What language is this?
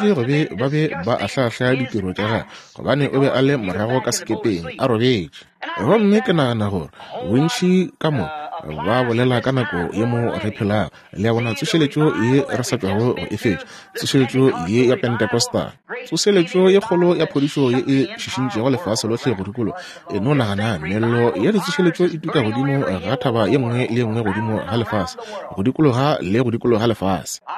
Northern Sotho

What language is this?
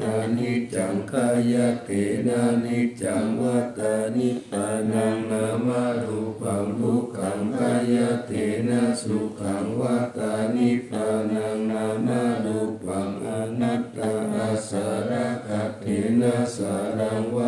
Pali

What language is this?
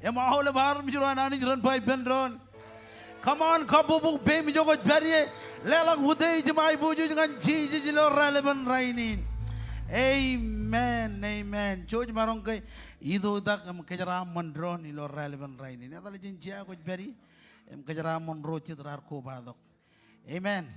Marshallese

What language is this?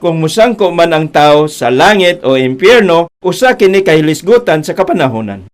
Cebuano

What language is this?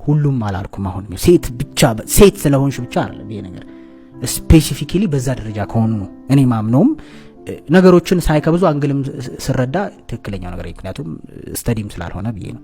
Amharic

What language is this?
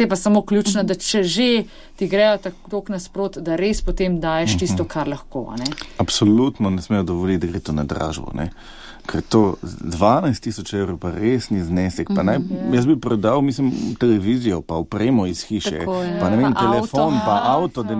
Slovenian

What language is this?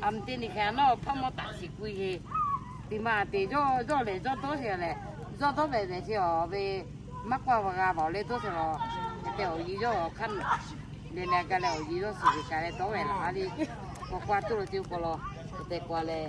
Lahu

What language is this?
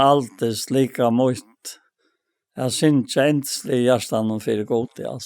Faroese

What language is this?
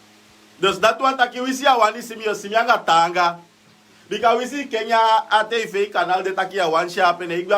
Sranan Tongo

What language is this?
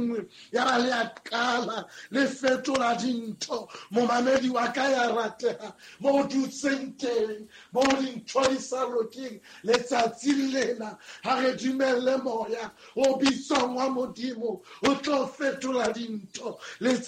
Southern Sotho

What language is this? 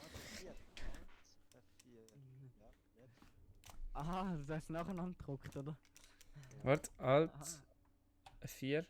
Swiss German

